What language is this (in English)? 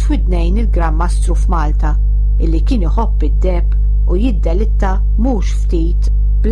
Maltese